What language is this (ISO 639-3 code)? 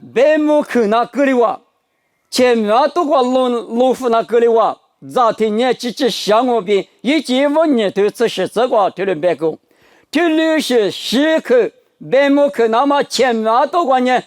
lis